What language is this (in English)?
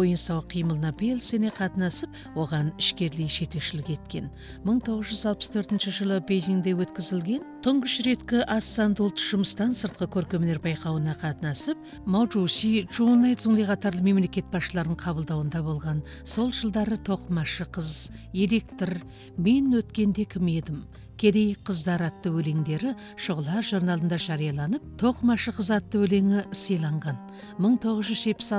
Kazakh